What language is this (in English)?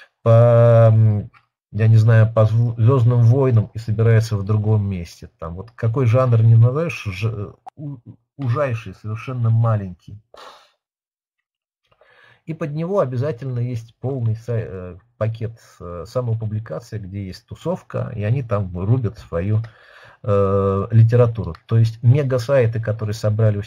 Russian